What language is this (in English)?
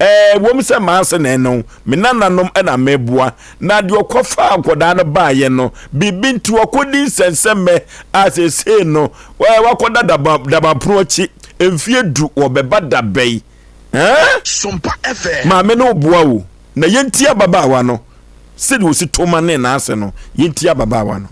Akan